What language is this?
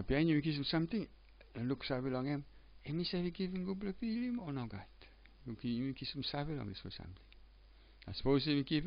Tok Pisin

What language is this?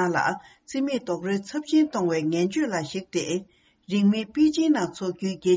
Tibetan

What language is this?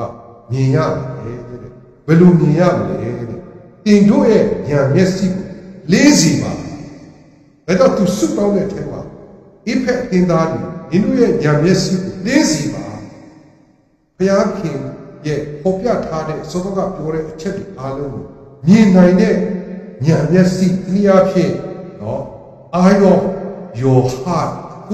Burmese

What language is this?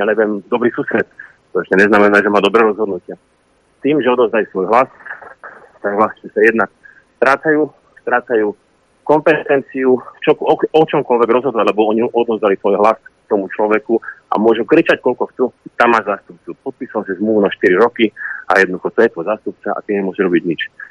Slovak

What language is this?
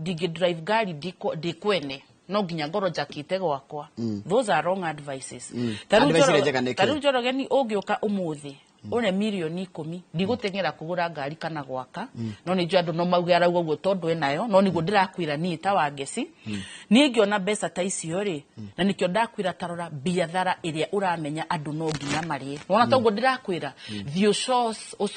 Kikuyu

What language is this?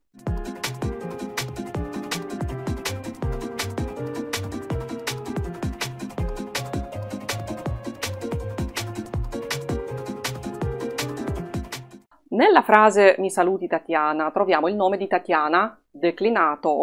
Italian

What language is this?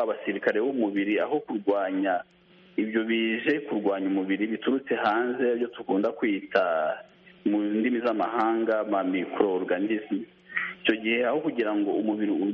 Kinyarwanda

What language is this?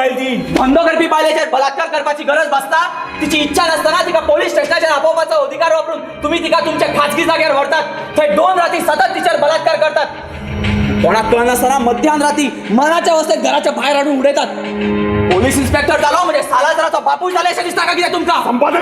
Konkani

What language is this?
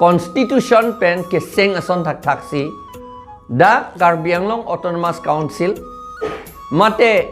Karbi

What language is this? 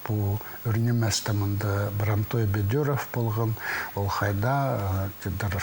Khakas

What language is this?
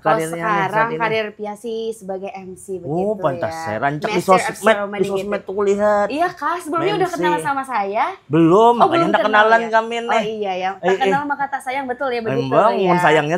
Banjar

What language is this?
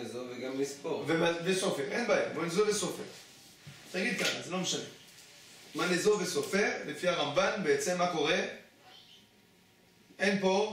Hebrew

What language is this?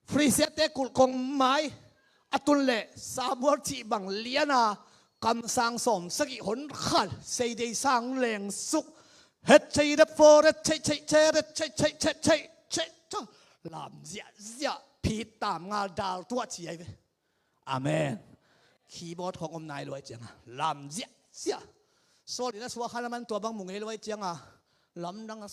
Tedim Chin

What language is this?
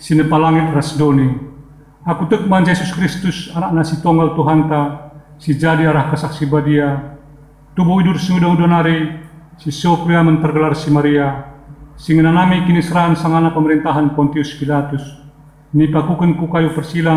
Batak Karo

